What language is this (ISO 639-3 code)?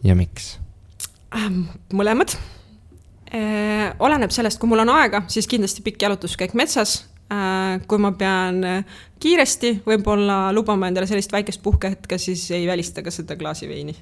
est